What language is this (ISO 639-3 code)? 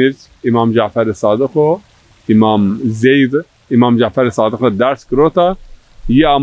zza